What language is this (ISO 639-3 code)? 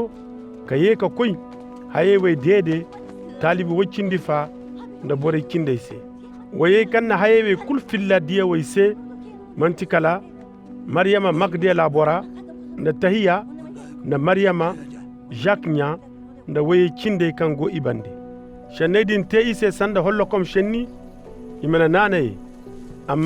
ses